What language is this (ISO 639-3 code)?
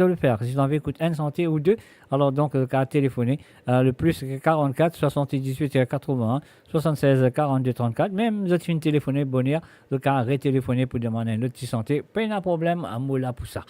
mfe